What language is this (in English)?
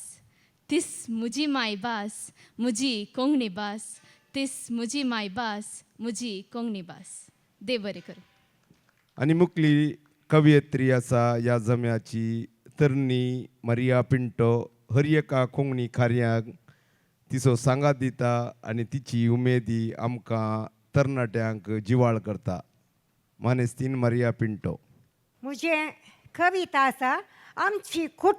Konkani